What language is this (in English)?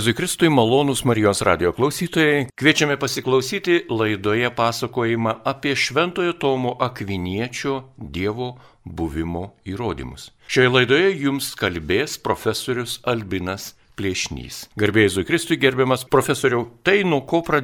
Lithuanian